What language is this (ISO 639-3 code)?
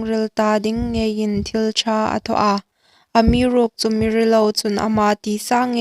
hmr